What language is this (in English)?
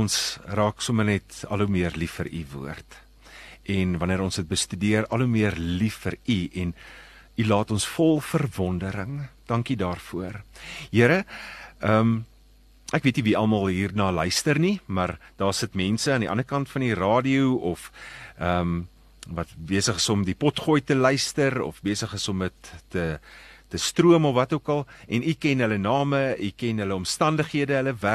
Afrikaans